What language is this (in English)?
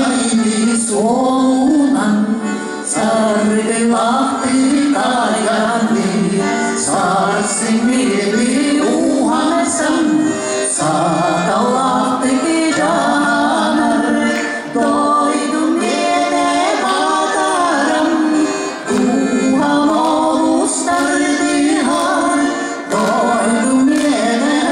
Yakut